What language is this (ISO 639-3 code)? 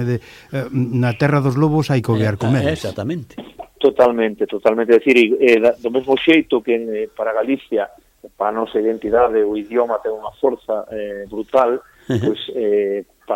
glg